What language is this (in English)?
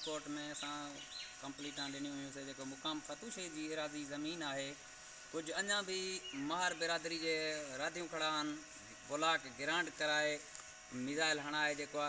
Sindhi